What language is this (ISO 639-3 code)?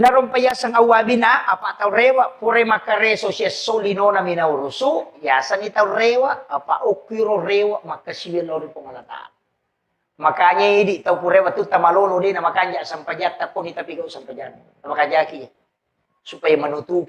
bug